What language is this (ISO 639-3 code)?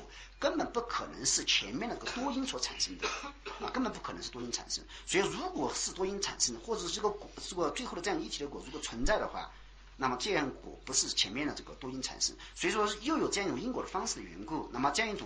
zho